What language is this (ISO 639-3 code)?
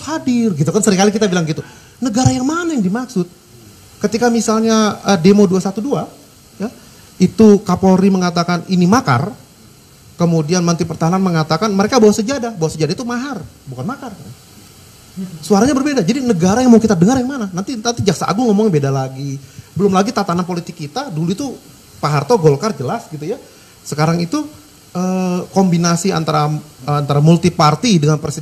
ind